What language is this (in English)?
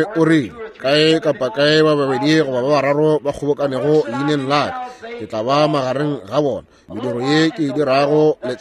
Northern Sotho